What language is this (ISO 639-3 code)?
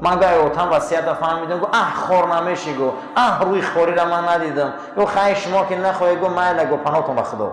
tgk